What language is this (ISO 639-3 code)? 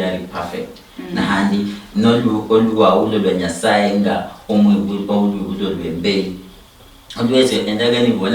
luy